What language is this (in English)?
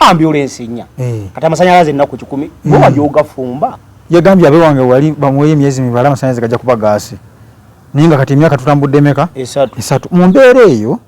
Ganda